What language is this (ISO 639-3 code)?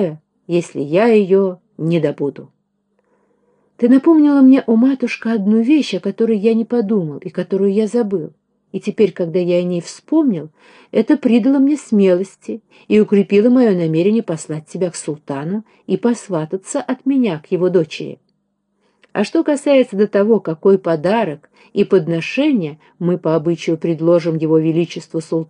rus